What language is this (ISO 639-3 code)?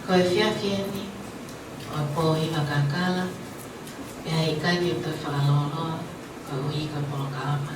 ton